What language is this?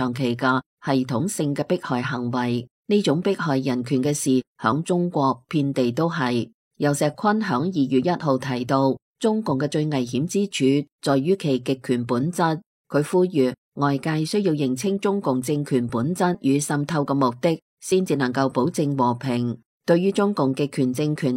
Cantonese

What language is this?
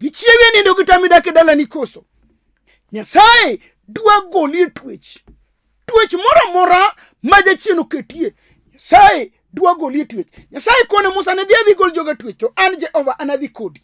Luo (Kenya and Tanzania)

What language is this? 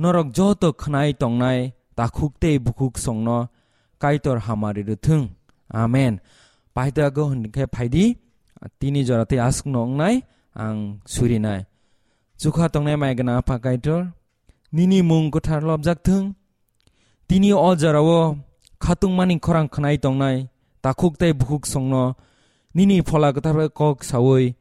Kok Borok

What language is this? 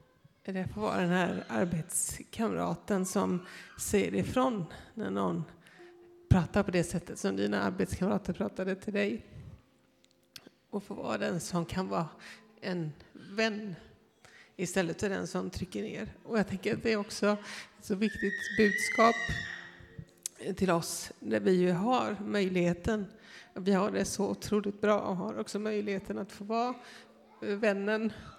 Swedish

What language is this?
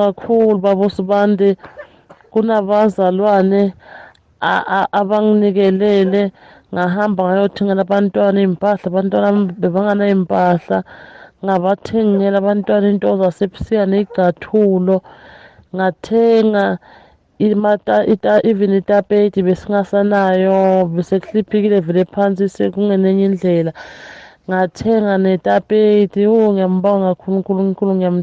Zulu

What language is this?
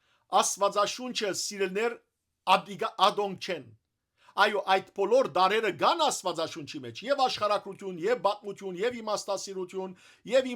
Western Armenian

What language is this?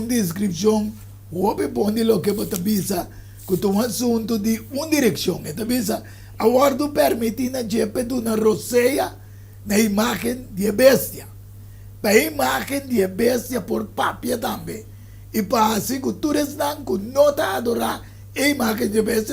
Papiamento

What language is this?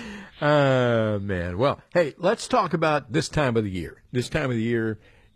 English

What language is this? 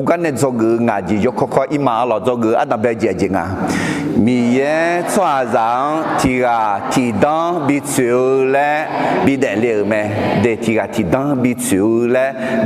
Akha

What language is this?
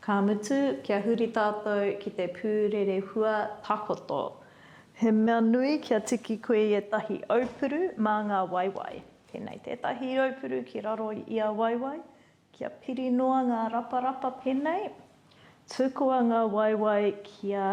Māori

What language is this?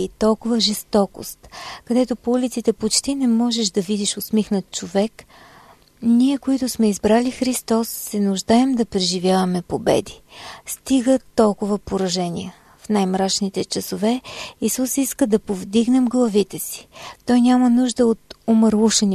Bulgarian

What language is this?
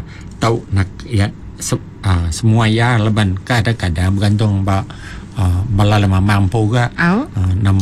Iban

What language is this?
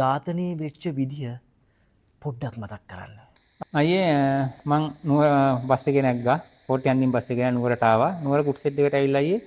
Sinhala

